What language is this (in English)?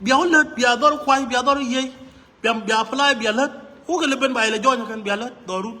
Nuer